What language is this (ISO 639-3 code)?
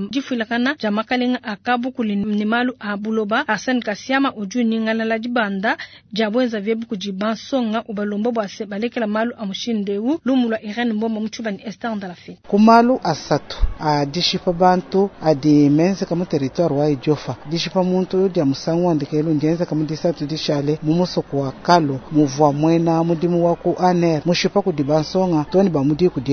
lua